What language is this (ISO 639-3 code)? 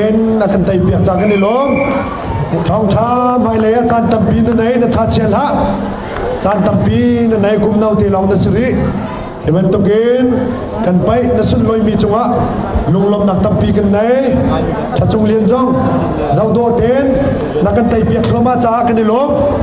cnh